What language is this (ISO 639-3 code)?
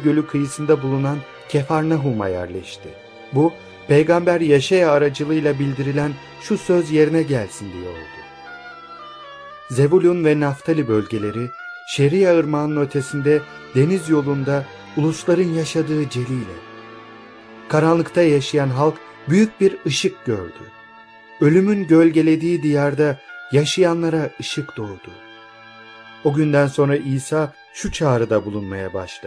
tur